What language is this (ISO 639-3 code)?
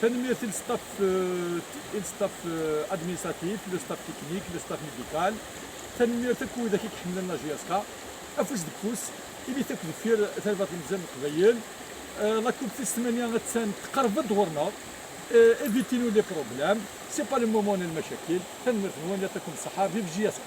kab